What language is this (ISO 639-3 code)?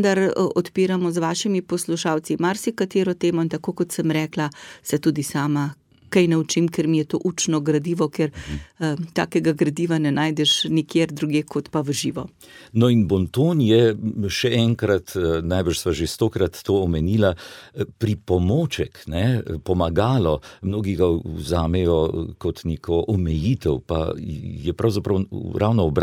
slv